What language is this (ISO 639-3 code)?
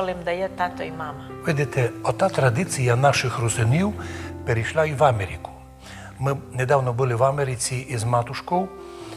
rue